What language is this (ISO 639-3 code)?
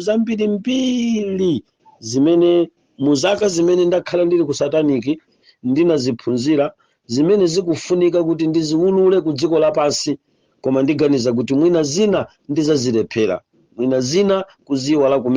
nya